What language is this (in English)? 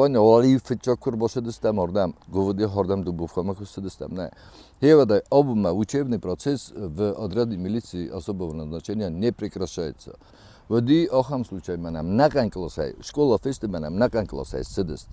Ossetic